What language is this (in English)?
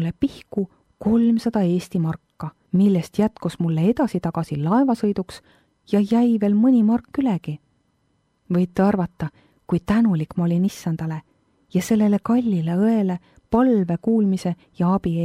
Estonian